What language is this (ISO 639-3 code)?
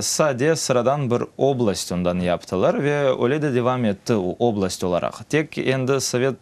crh